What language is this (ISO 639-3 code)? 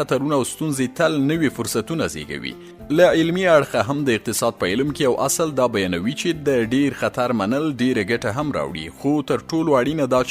pus